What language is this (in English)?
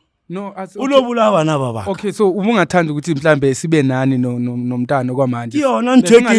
Zulu